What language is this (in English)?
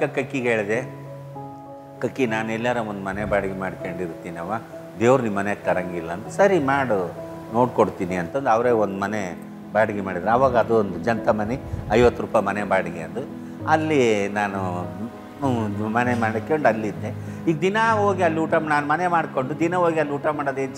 Kannada